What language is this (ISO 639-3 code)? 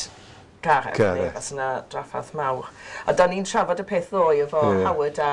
cym